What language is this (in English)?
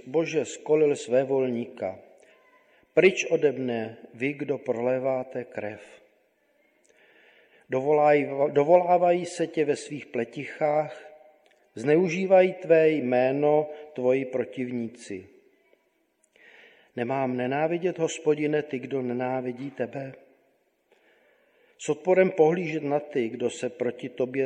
Czech